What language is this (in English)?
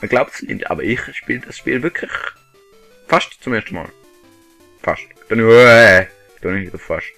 Swiss German